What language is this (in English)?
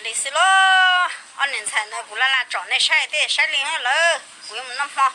Hmong